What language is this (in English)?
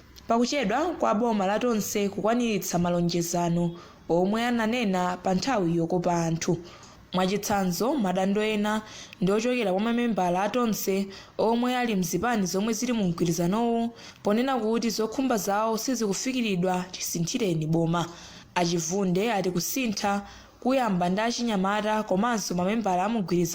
Nyanja